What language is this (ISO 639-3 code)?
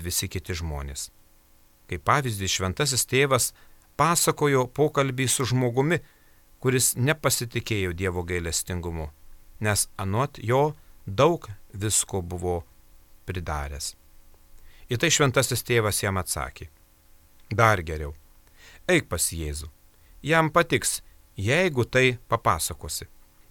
lit